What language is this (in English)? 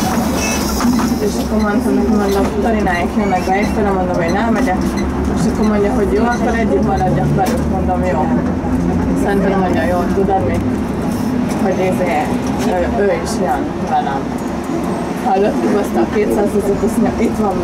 Hungarian